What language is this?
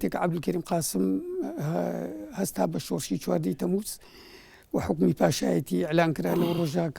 Central Kurdish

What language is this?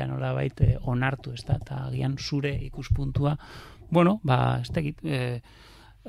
Basque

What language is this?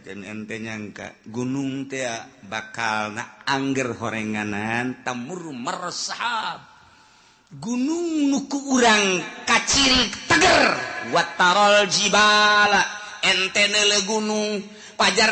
Sundanese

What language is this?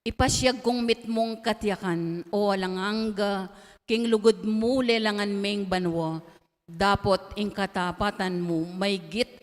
Pampanga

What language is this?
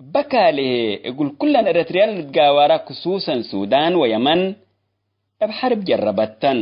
Tigre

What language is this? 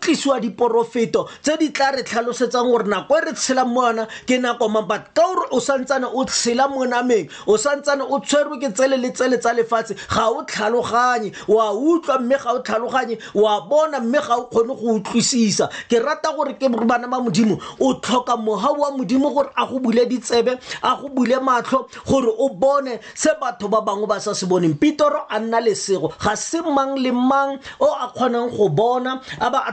Tswana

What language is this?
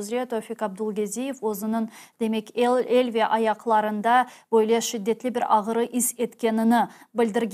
Crimean Tatar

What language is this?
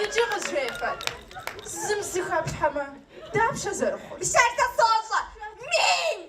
Kabardian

